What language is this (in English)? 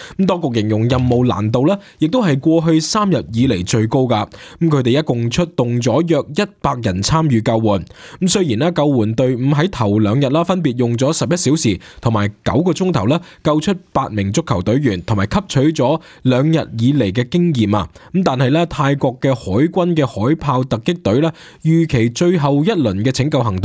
Cantonese